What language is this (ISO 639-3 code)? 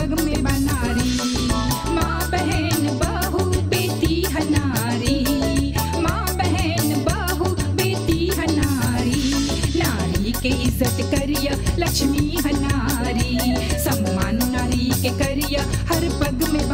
bho